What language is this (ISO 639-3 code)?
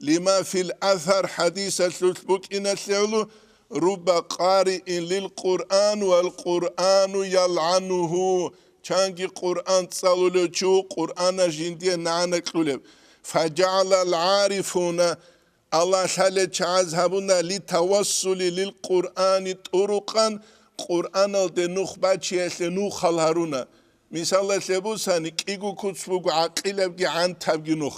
ava